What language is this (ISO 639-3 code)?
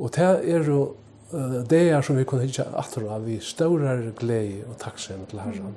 fao